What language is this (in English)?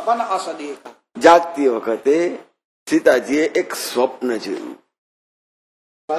Gujarati